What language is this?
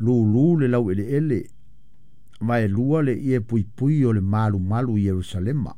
Samoan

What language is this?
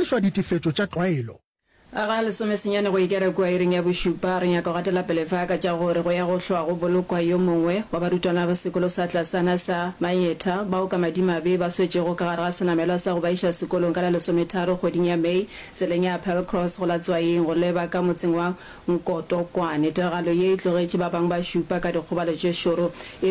Northern Sotho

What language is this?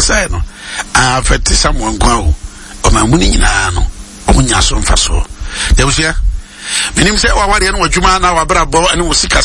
Akan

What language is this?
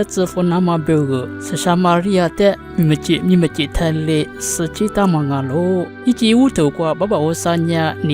Lisu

